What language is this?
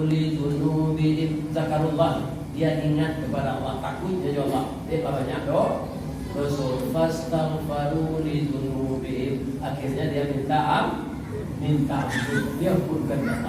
Minangkabau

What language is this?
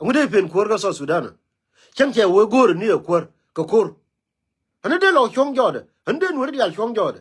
Nuer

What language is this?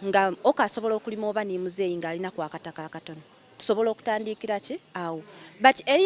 Soga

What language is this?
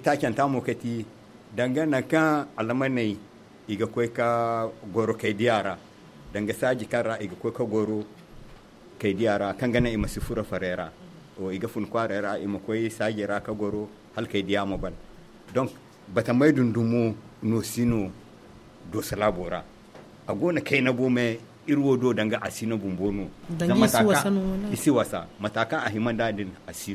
Zarma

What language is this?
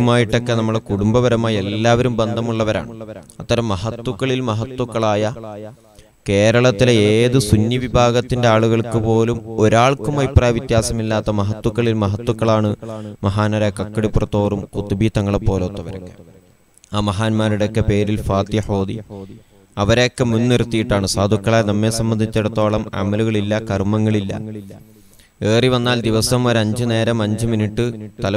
Malayalam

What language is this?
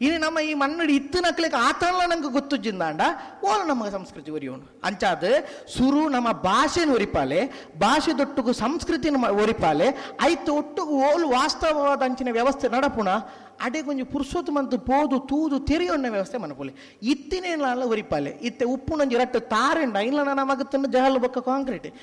Tulu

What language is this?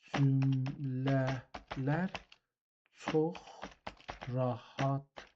South Azerbaijani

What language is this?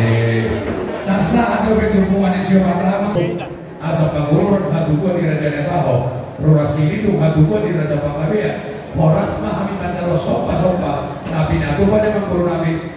Batak Toba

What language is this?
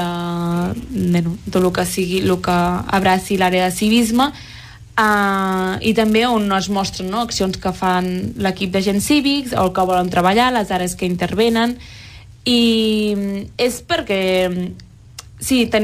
Catalan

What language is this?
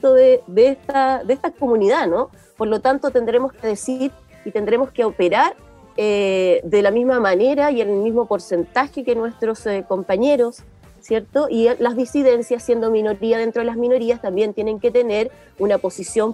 Spanish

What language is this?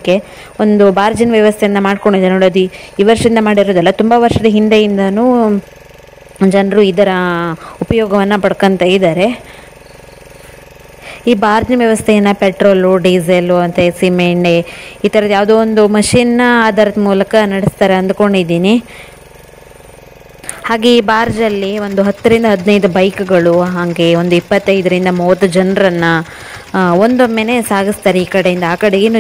Kannada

